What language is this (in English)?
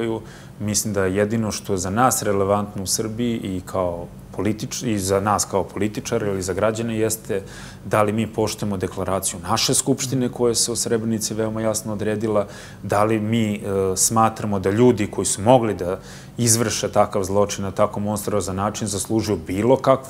Serbian